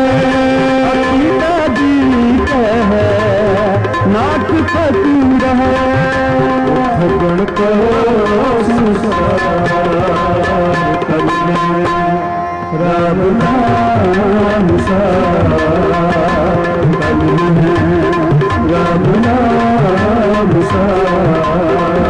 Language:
Hindi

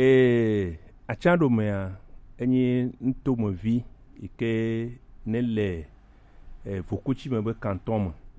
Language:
Gen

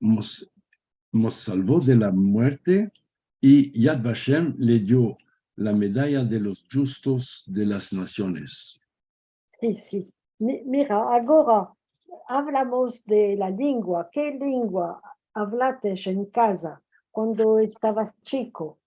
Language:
Ladino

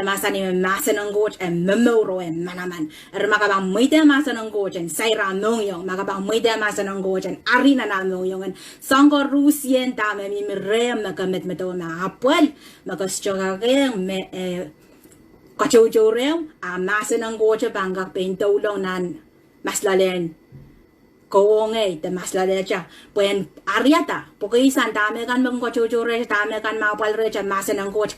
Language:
Pohnpeian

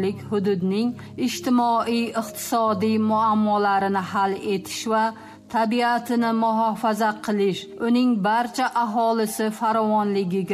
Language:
Tajik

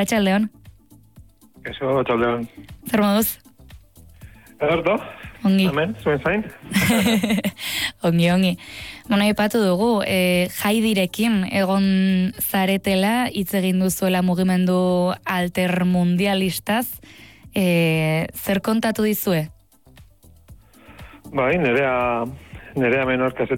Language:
Basque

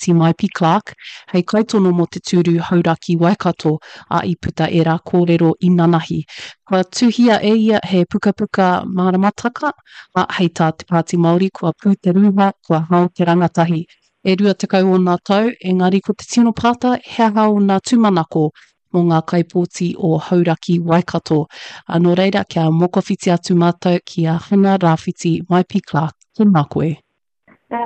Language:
Māori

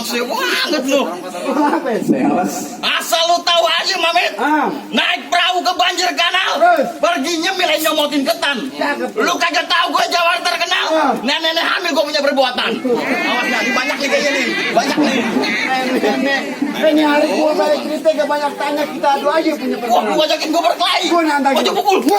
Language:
Betawi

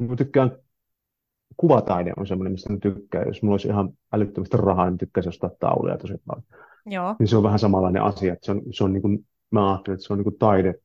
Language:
Finnish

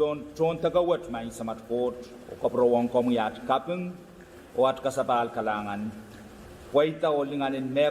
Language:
Pohnpeian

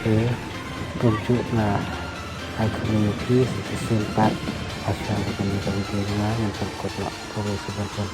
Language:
Khasi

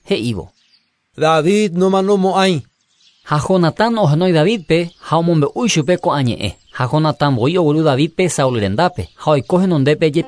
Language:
Guarani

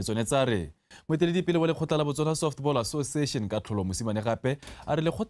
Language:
Tswana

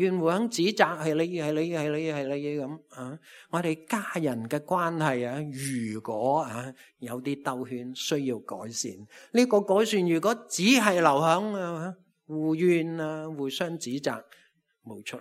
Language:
Cantonese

